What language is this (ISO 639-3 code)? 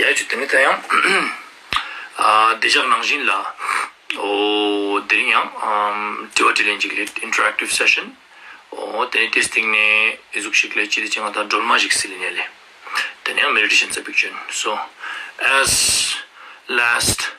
lbj